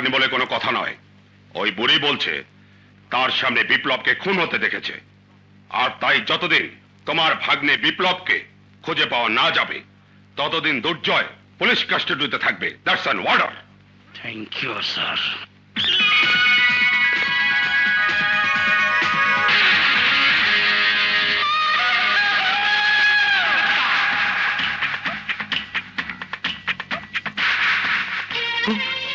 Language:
Bangla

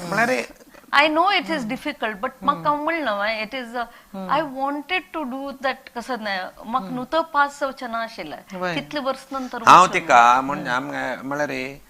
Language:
Konkani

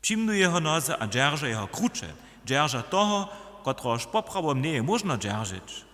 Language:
Upper Sorbian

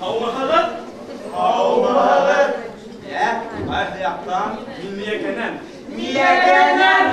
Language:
Bashkir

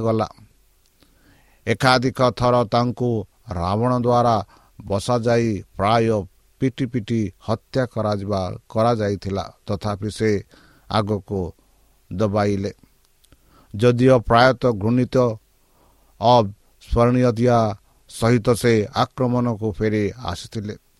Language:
Odia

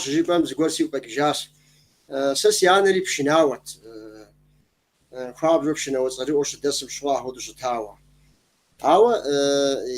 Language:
Kabardian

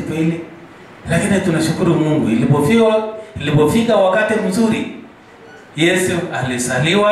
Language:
Swahili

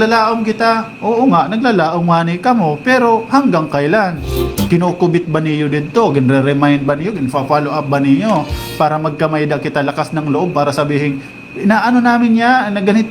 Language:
Waray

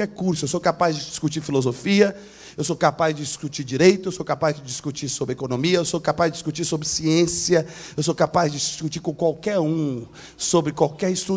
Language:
Portuguese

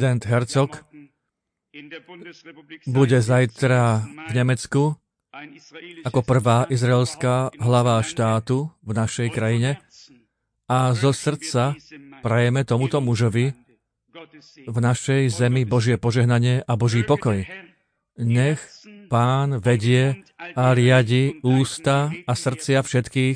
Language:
Slovak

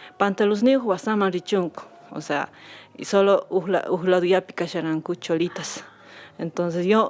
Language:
Quechua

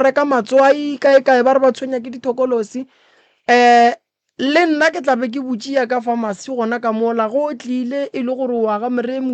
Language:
Northern Sotho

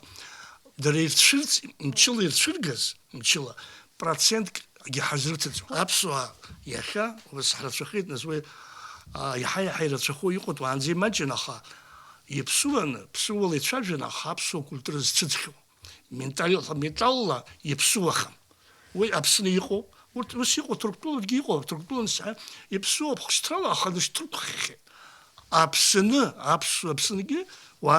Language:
Abkhazian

